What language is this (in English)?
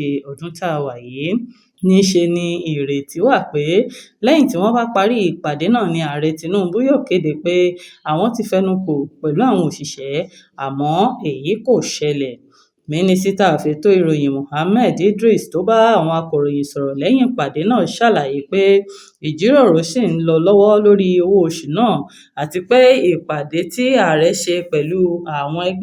Yoruba